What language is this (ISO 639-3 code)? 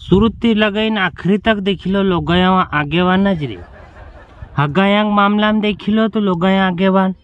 raj